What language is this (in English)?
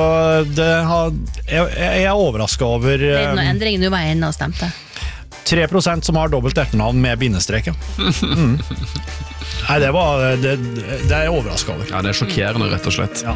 Norwegian